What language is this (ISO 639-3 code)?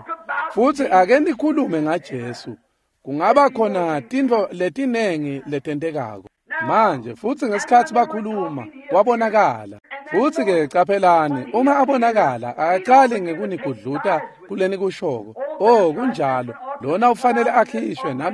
ssw